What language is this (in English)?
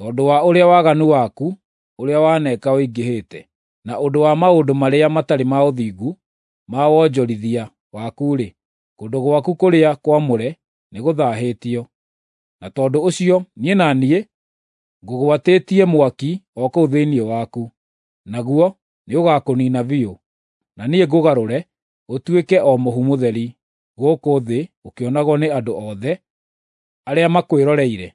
Kikuyu